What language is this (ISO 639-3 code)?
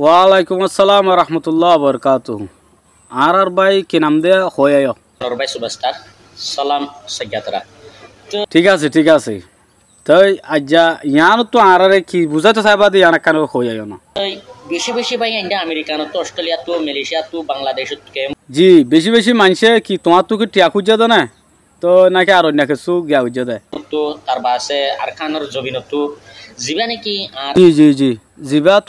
rhg